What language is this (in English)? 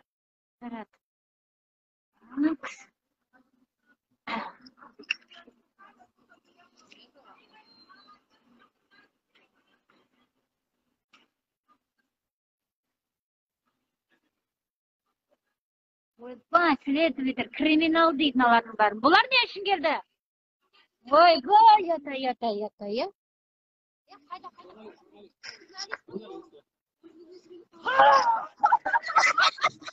Kazakh